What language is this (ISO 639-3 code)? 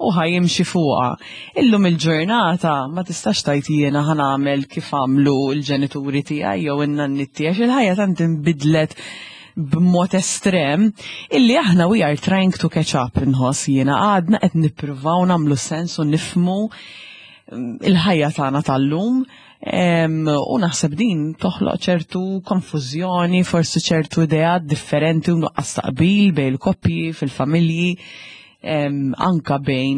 mlt